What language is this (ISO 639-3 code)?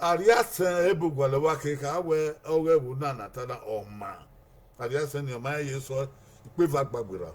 bin